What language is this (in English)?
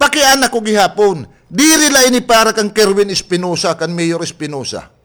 Waray